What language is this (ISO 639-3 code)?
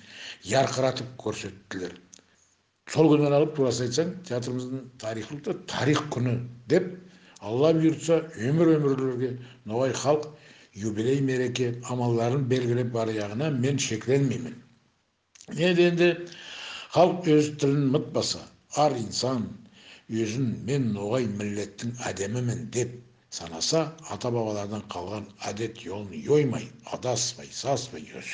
nog